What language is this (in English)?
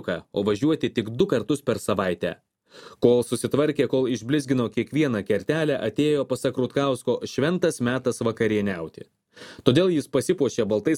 Lithuanian